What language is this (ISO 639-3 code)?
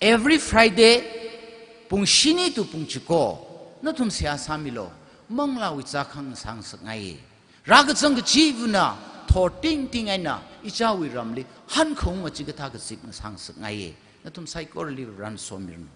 nmf